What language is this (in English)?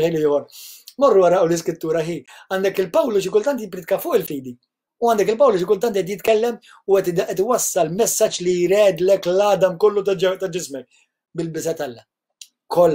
Maltese